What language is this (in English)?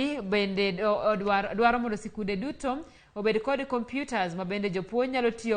Luo (Kenya and Tanzania)